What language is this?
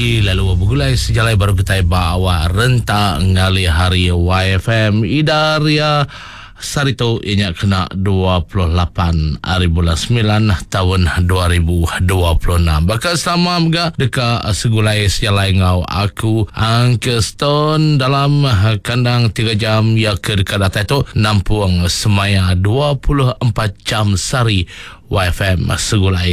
Iban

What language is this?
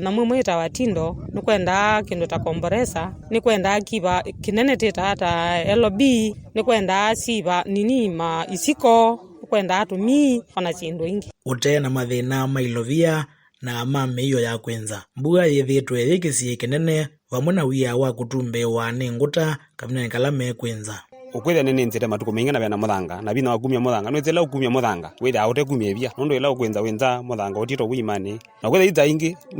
Kamba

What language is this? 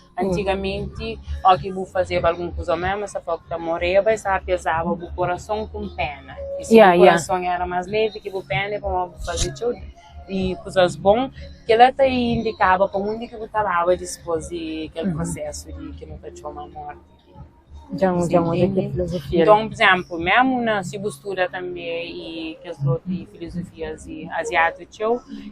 Kabuverdianu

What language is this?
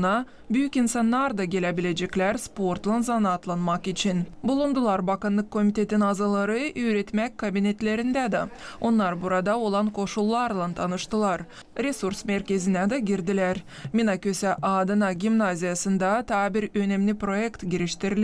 Gagauz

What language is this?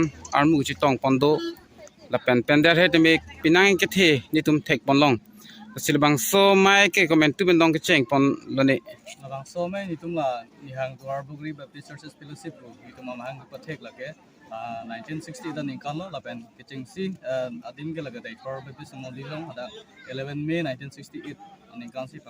Karbi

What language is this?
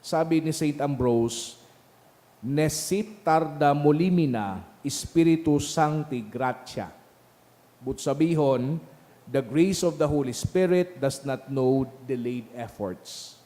Bikol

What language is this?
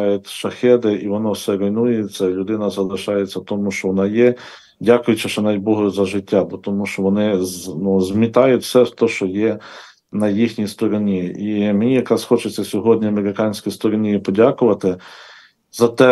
Ukrainian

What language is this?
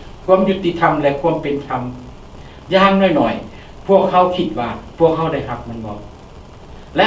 Lao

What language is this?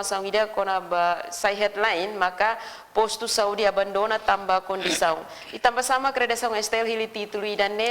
Tetum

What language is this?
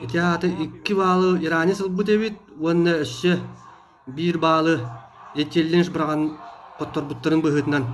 Yakut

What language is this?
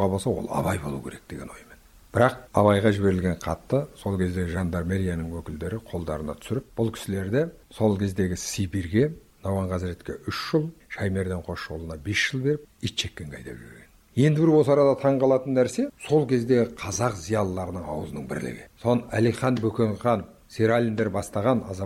Kazakh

